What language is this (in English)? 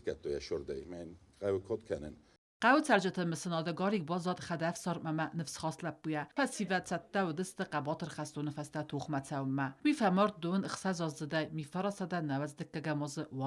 Ossetic